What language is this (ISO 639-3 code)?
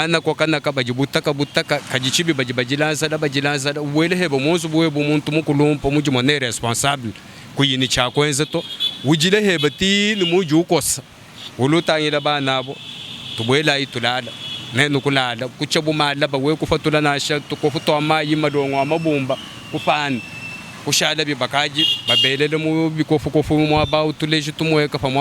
lua